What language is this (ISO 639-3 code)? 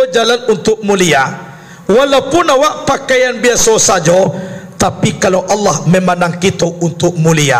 min